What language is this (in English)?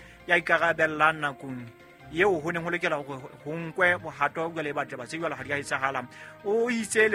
Southern Sotho